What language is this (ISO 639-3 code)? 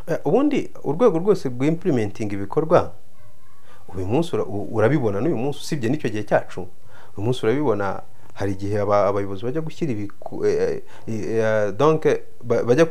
kin